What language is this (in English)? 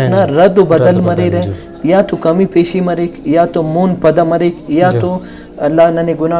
Brahui